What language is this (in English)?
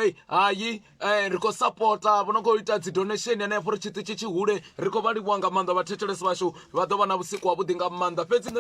Venda